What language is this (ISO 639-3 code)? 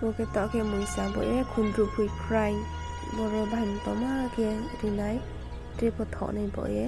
ria